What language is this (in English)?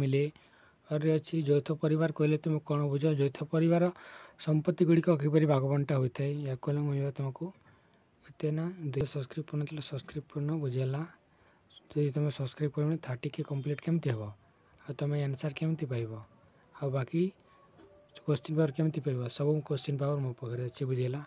Odia